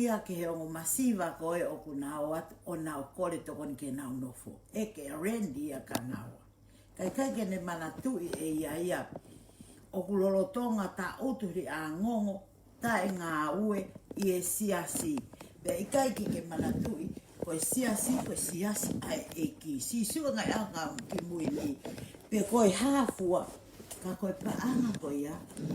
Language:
Tongan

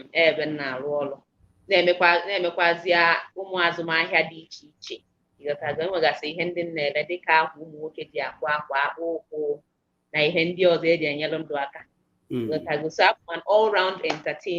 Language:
Igbo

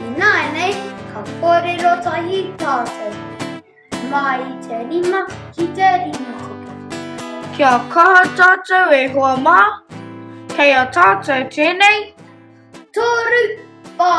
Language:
Māori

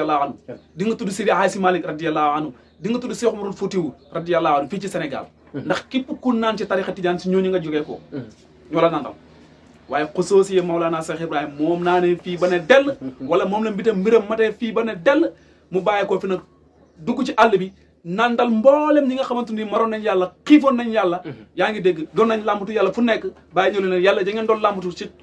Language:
Wolof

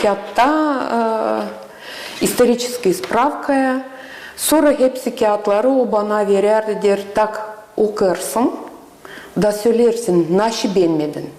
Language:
Gagauz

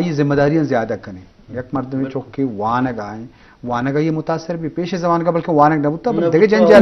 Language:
Eastern Balochi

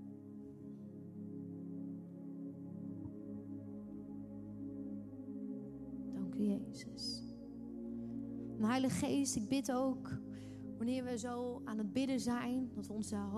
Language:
Dutch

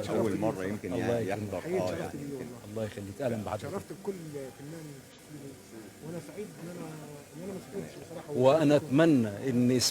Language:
Egyptian Arabic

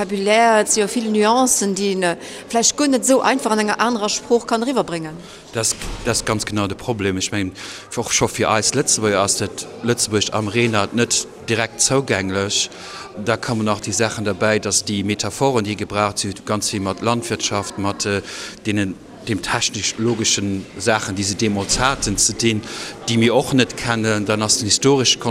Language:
Luxembourgish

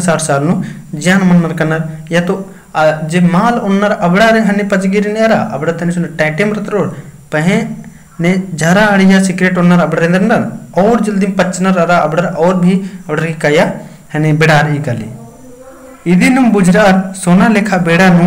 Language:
Kurukh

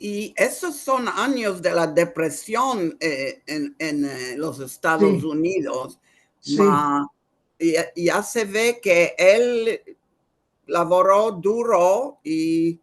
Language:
Ladino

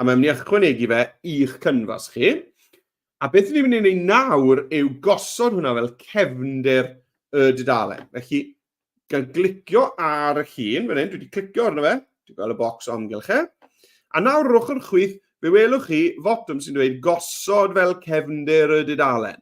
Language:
Welsh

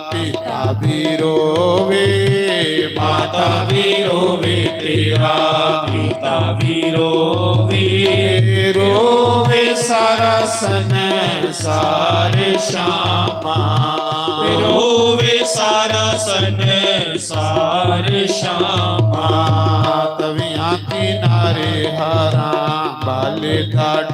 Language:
Dogri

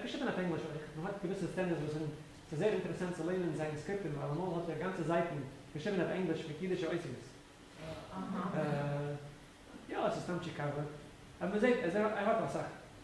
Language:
Yiddish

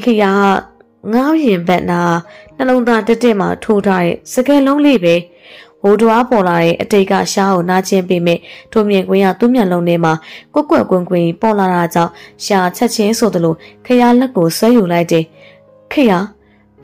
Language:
Burmese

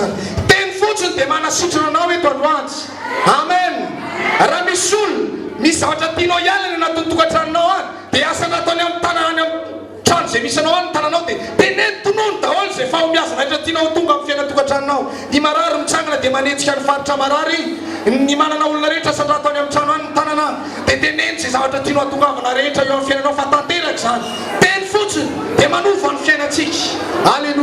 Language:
Malagasy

